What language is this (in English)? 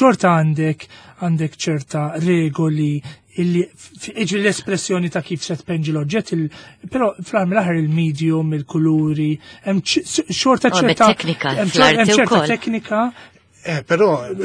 Maltese